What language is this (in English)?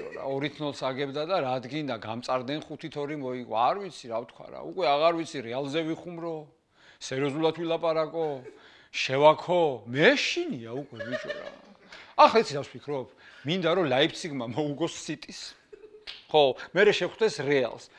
Georgian